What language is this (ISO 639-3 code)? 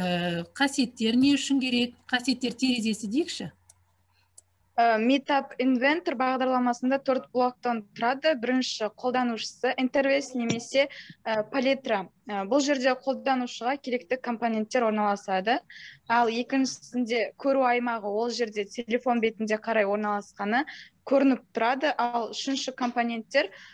kaz